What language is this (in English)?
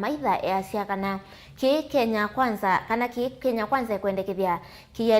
Kamba